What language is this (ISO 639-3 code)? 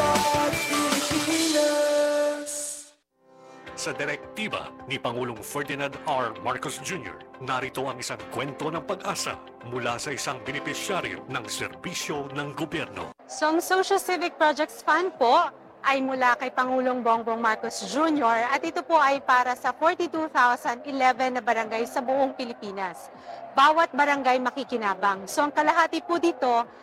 fil